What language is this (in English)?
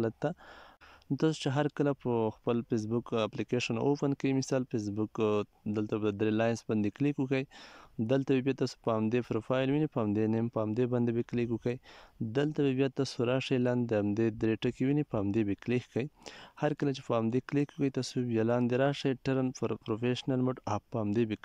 Pashto